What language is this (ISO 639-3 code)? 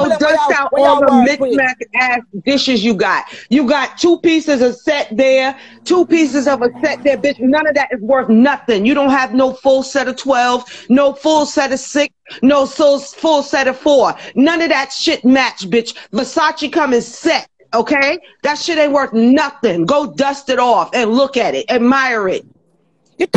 jam